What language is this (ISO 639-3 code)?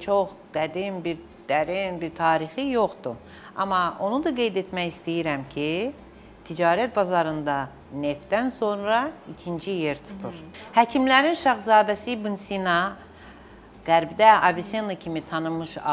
aze